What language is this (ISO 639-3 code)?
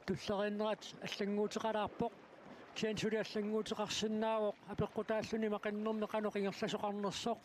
kal